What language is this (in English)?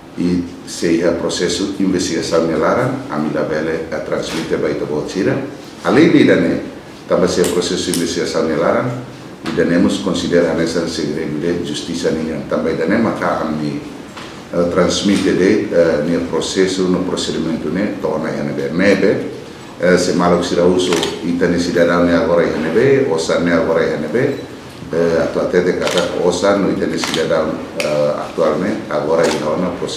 Tetum